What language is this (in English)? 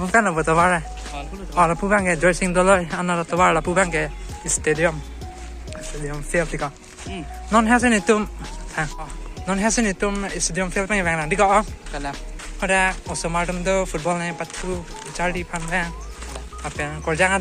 Karbi